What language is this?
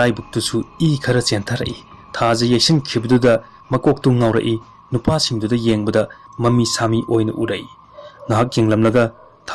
Manipuri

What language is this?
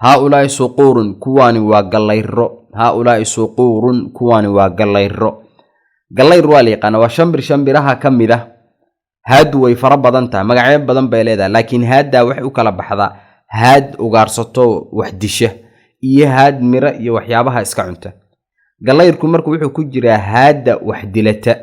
Somali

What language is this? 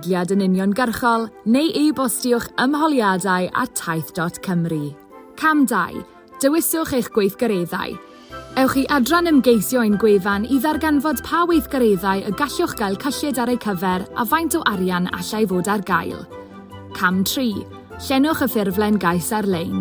Welsh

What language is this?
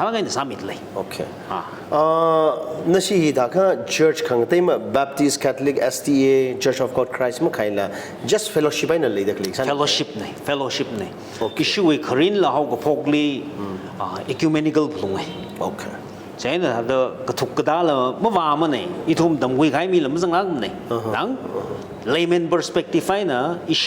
Tangkhul Naga (India)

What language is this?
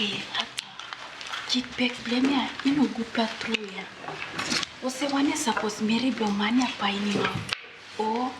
Tok Pisin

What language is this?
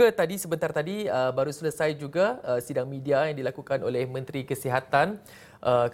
Malay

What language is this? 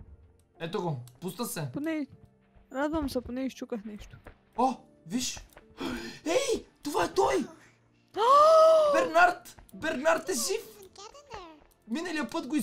Bulgarian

